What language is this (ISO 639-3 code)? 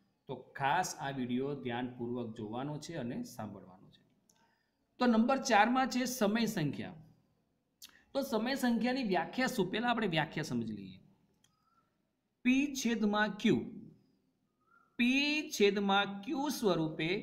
guj